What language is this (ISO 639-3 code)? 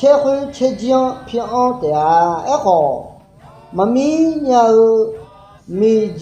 ahk